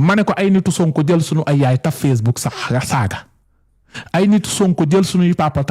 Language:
Wolof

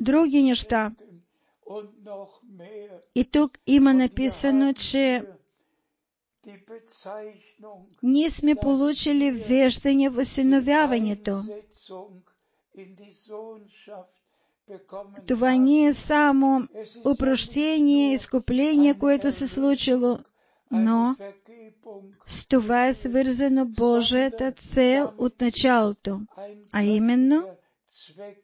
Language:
Bulgarian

